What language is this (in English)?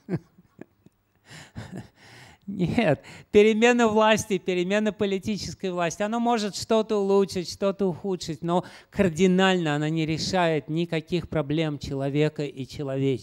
Russian